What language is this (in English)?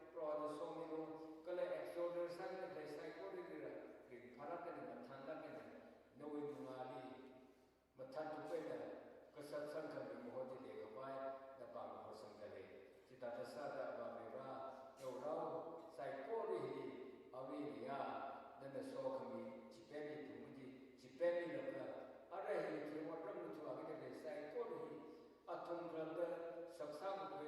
Tangkhul Naga (India)